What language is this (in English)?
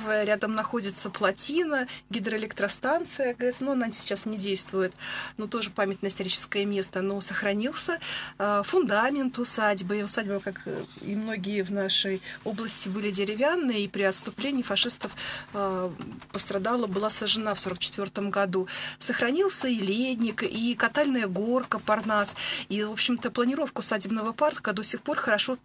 Russian